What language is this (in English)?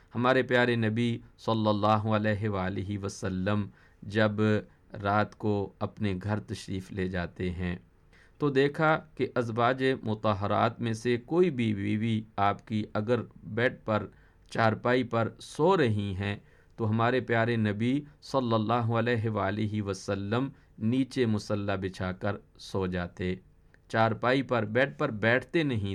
Urdu